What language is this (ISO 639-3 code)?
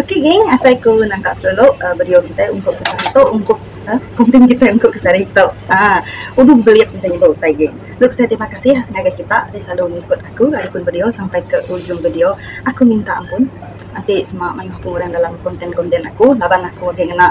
iba